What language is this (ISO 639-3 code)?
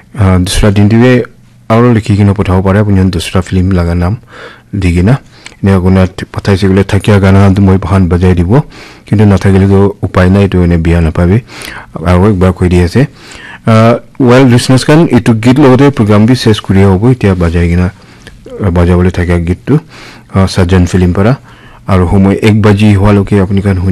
nag